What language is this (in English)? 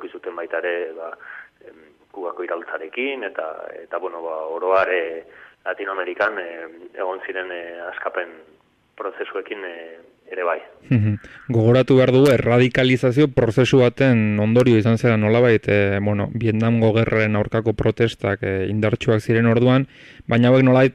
Basque